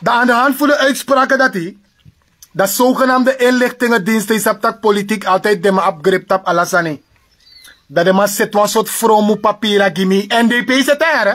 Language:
Sranan Tongo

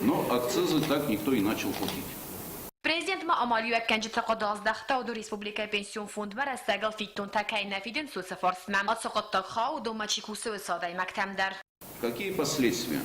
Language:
Ossetic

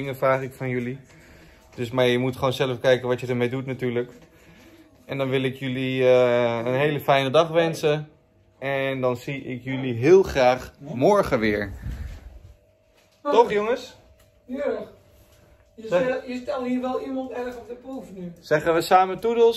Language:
Dutch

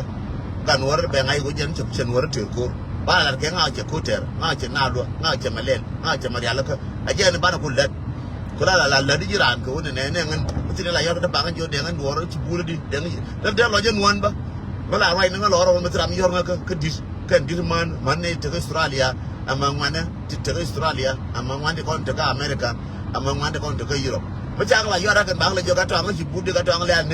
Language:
Nuer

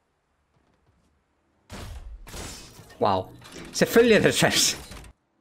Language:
Danish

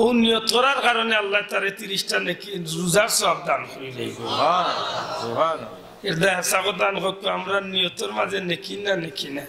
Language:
Sylheti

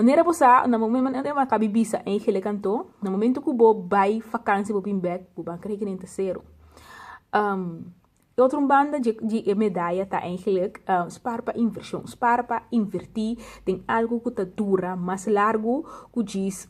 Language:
Papiamento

